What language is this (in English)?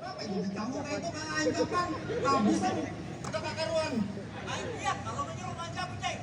Banjar